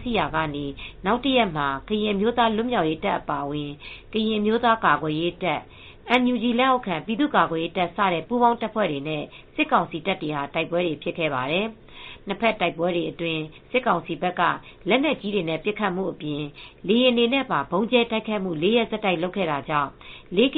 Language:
Burmese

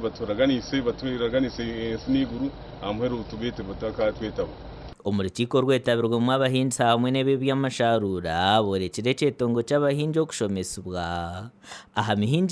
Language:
Nyankole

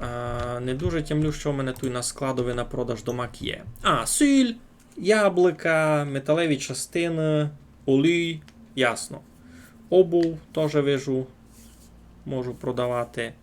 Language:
Rusyn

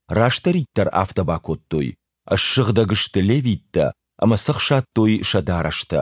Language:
Ossetic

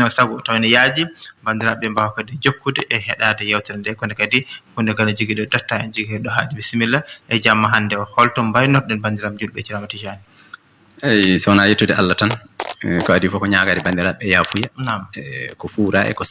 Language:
Fula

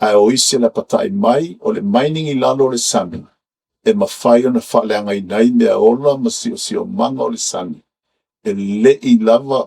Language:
Samoan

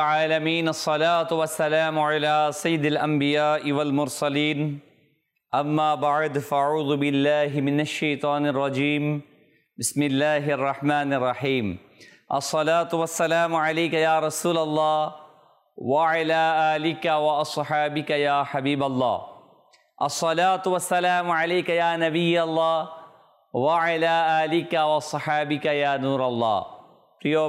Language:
Bangla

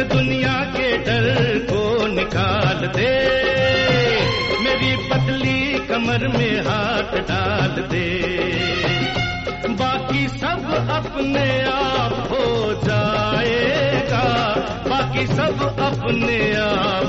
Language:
Hindi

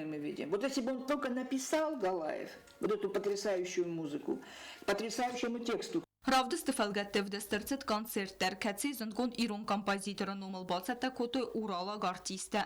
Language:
Ossetic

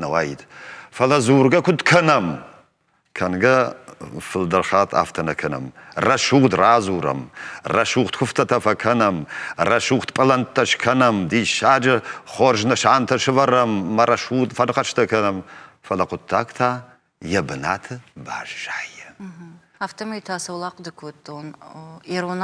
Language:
Ossetic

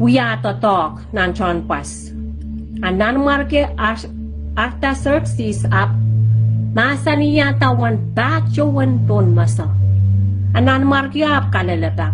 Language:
Pohnpeian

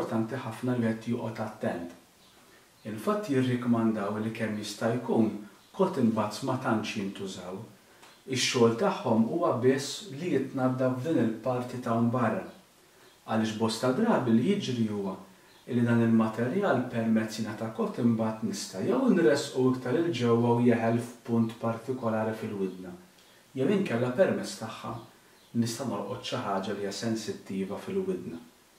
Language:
Maltese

